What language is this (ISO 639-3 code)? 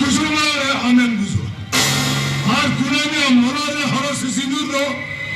sat